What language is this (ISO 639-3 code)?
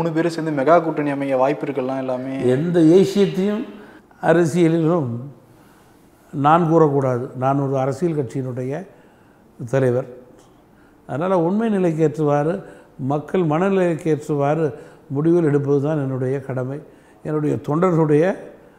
tam